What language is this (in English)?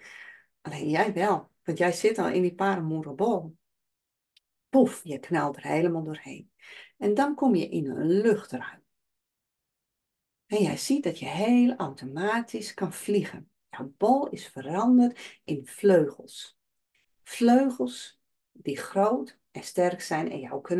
Dutch